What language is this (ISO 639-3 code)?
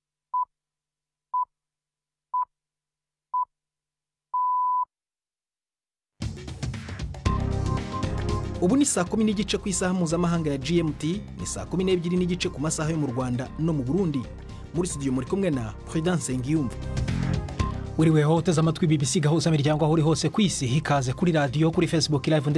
kin